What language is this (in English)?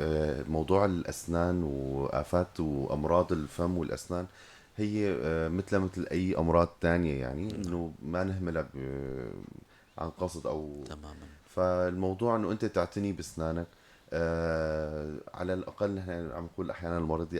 North Levantine Arabic